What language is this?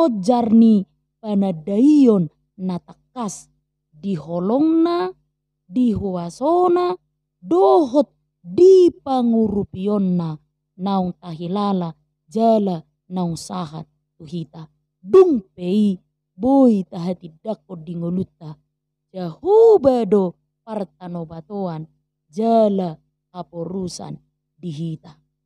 Batak Toba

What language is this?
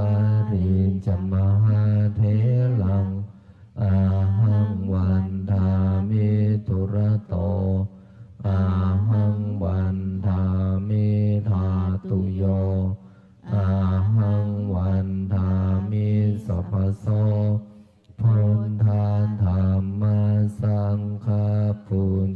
Pali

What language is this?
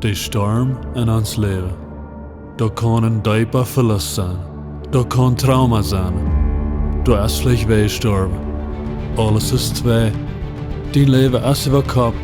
Plautdietsch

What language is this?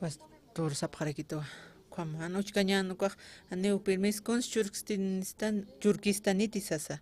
Aymara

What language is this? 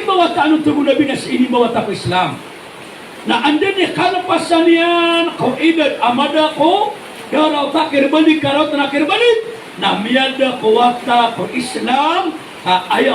Maranao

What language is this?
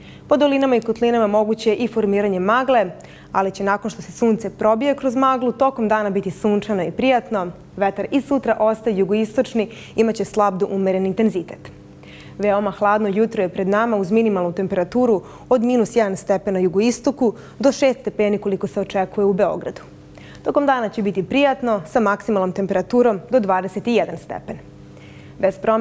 Serbian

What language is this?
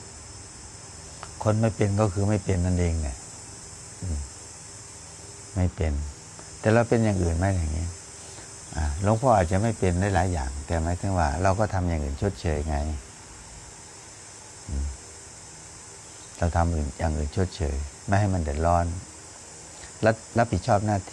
Thai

